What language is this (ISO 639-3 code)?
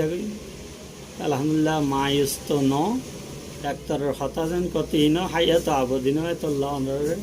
rhg